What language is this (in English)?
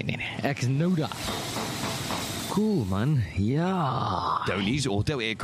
Afrikaans